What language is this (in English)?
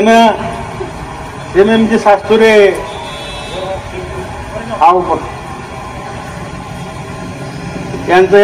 Marathi